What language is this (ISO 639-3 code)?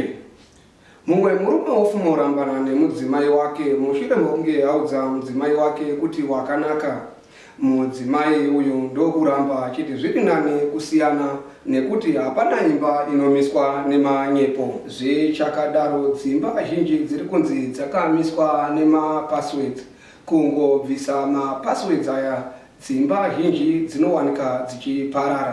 sna